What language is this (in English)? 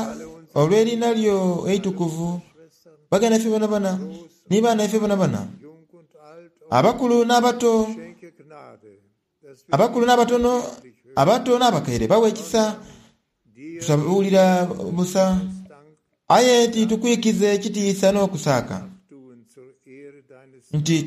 Soga